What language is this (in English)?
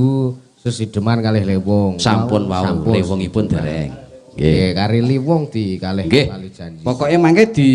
Javanese